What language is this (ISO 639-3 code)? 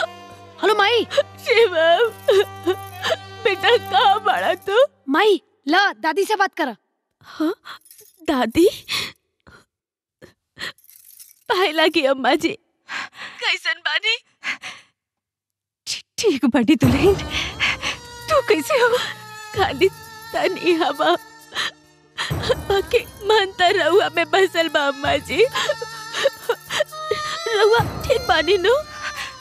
bho